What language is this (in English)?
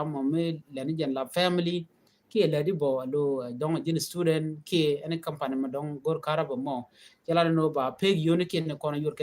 Nuer